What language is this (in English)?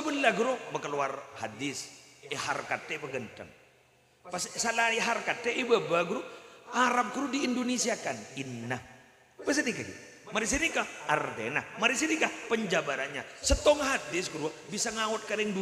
Madurese